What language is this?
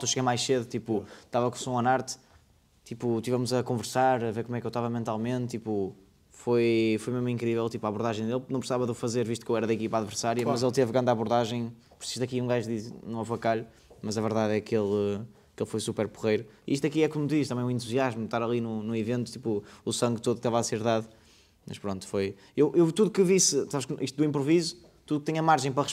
Portuguese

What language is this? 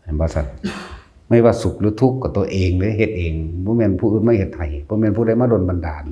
Northeastern Thai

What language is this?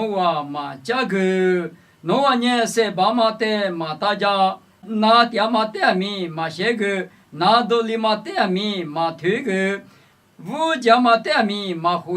Lisu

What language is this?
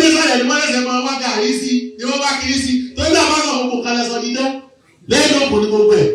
Yoruba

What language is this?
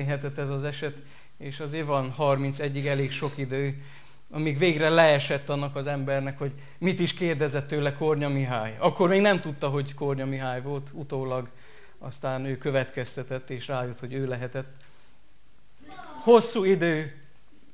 Hungarian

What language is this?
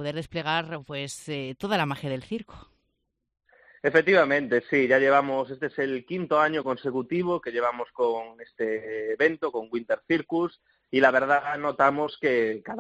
Spanish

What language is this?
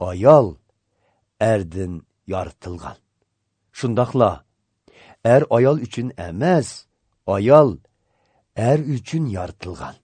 Uyghur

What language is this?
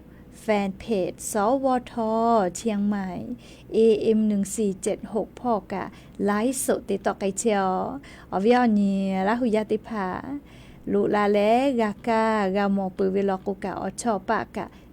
Lahu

